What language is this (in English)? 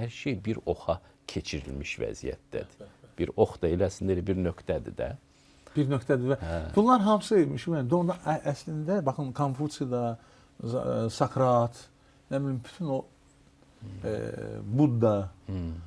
Azerbaijani